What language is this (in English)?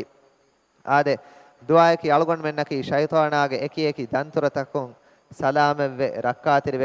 Divehi